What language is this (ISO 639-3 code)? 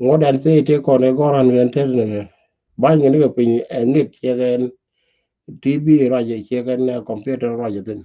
nus